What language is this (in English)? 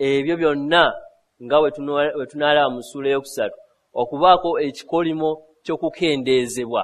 Ganda